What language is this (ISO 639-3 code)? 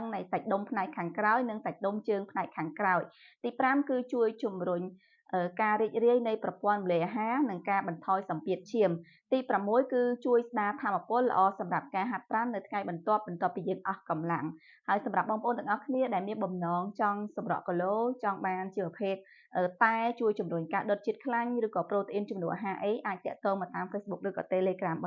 khm